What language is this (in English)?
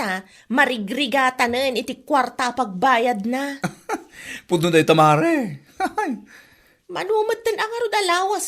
Iloko